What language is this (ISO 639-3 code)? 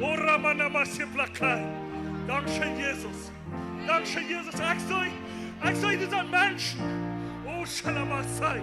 pdt